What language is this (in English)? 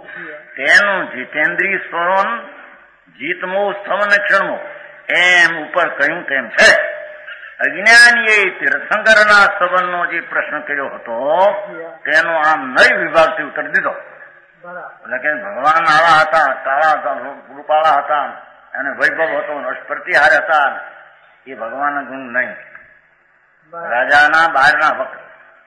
Gujarati